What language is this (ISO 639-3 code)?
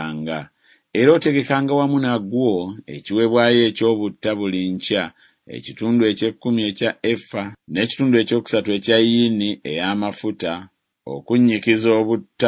lug